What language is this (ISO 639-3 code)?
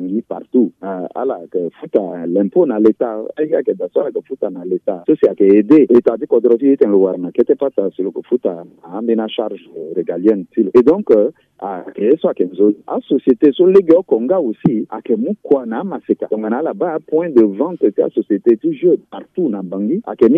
sag